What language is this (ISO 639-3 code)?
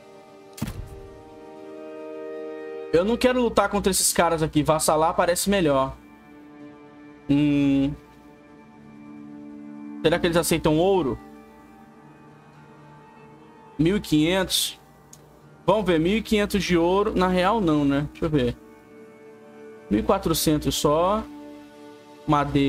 por